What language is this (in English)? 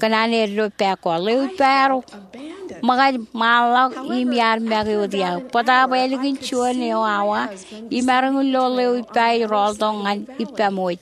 Marshallese